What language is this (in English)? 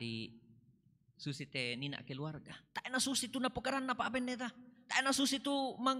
Toraja-Sa'dan